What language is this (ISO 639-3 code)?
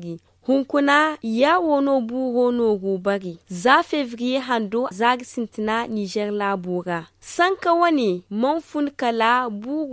dje